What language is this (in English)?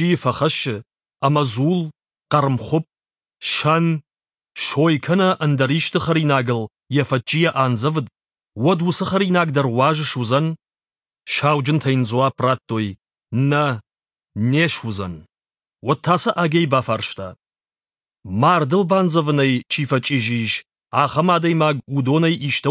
Ossetic